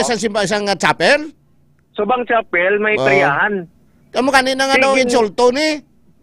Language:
Hiligaynon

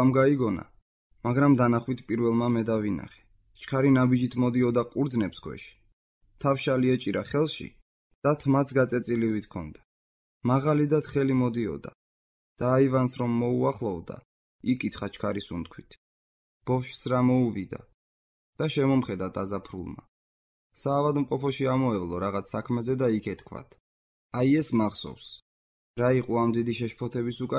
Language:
Georgian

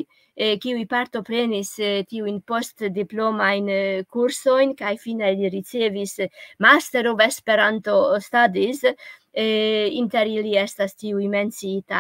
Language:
Esperanto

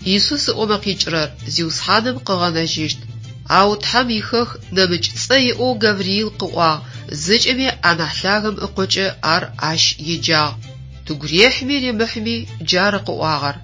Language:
Adyghe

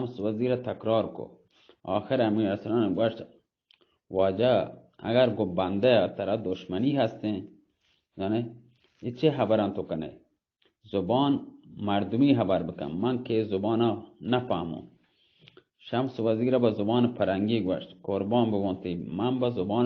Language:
Baluchi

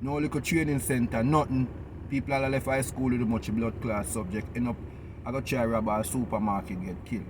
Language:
Jamaican Creole English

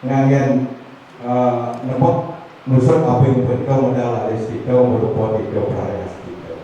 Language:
Balinese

